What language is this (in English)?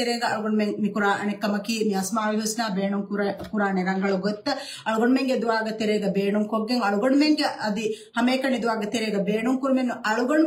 Divehi